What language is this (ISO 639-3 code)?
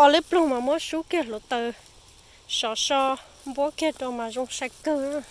hmn